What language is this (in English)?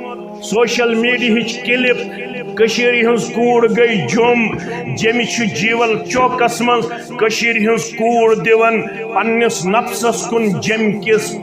Kashmiri